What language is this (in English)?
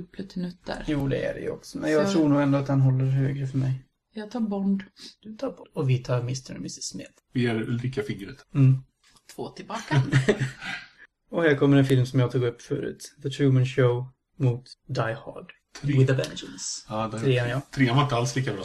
Swedish